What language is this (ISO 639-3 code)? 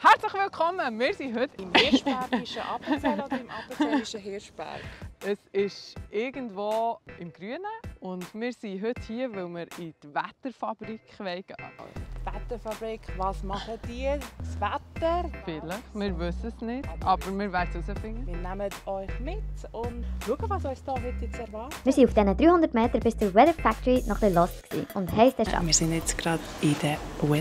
gsw